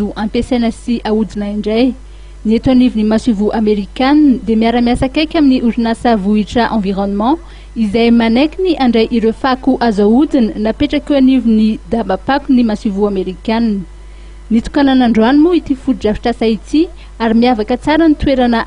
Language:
Malagasy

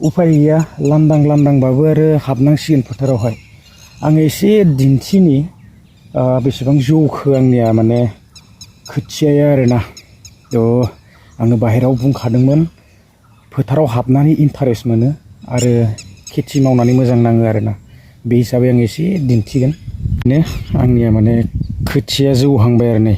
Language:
Bodo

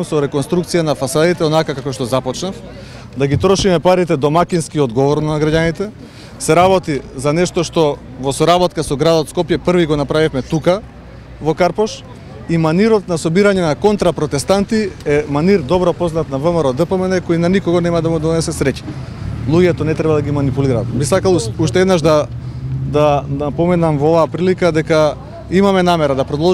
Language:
Macedonian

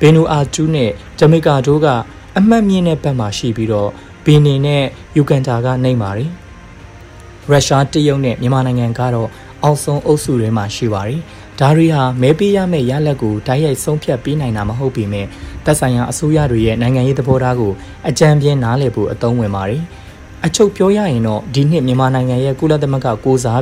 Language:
Burmese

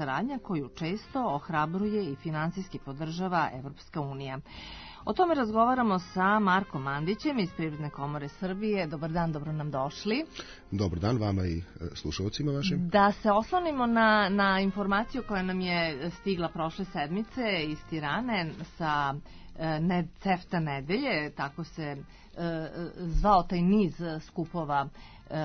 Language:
Serbian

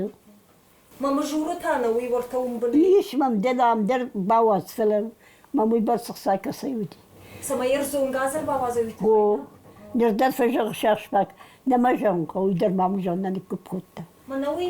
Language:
Ossetic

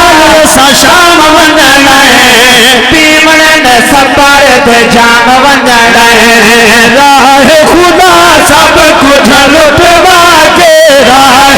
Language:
Saraiki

